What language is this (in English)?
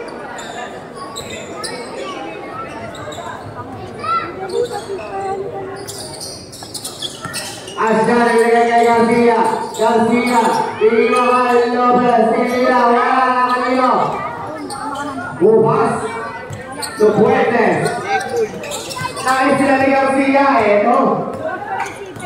Indonesian